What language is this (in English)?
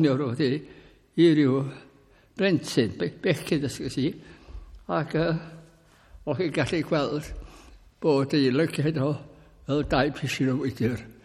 Welsh